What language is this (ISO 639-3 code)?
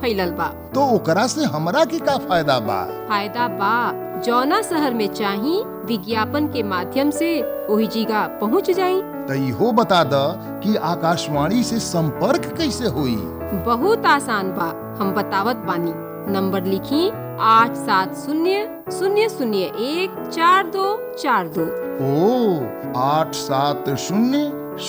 bho